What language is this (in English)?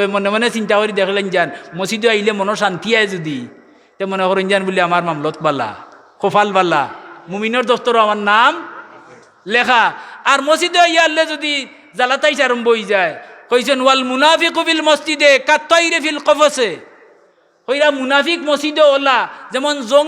Sylheti